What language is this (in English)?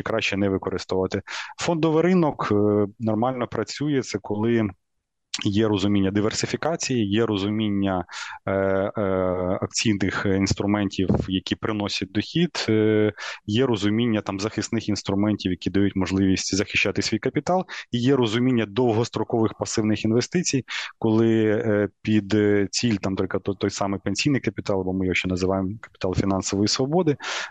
Ukrainian